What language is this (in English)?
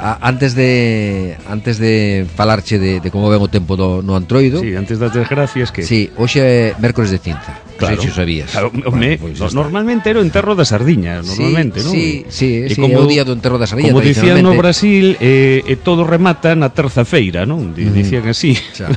Galician